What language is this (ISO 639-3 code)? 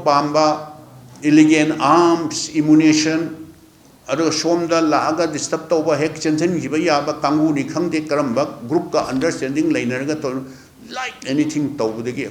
mni